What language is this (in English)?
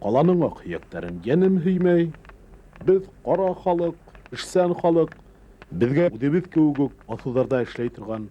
Bashkir